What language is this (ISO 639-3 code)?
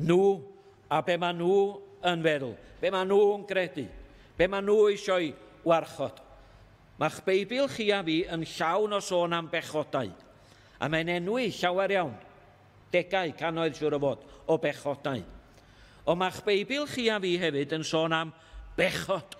cym